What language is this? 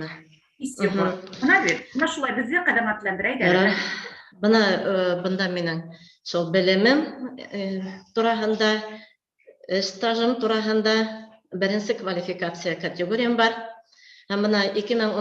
Bashkir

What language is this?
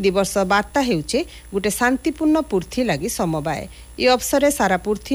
Odia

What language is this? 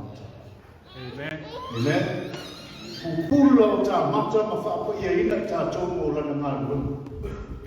Samoan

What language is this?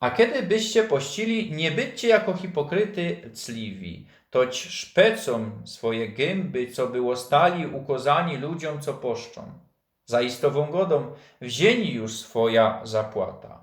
Silesian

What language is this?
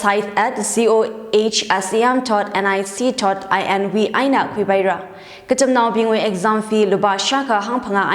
Tangkhul Naga (India)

